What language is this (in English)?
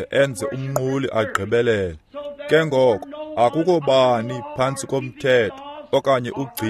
Xhosa